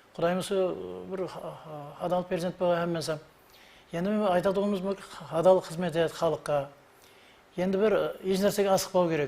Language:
Kara-Kalpak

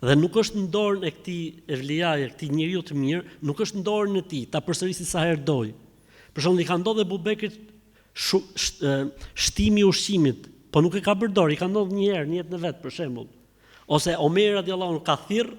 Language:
Albanian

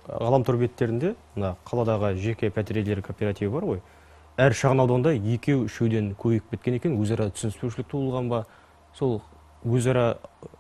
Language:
Kazakh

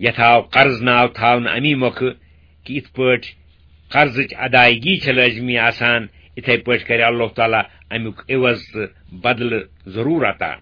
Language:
Kashmiri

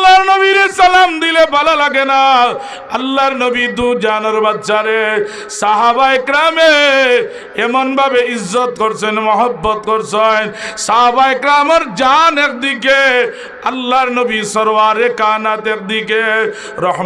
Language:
Sylheti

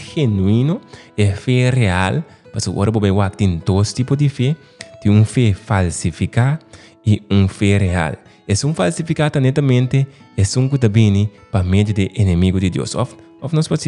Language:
Papiamento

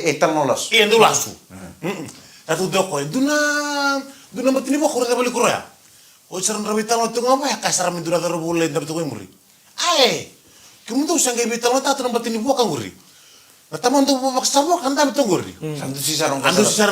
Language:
Fijian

